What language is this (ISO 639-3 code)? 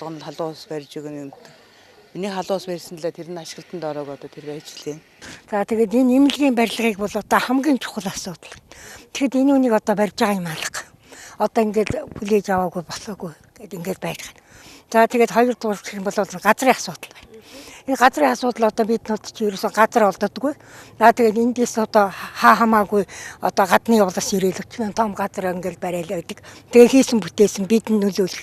mon